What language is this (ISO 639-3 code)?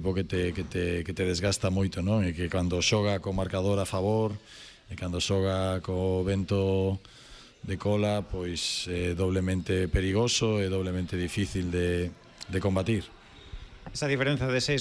glg